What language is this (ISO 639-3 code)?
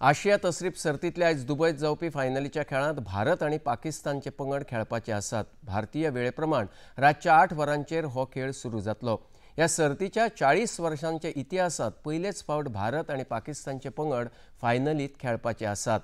kok